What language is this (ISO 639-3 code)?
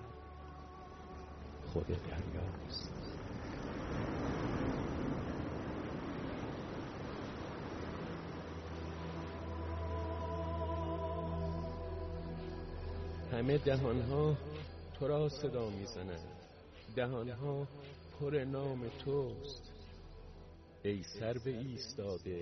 fas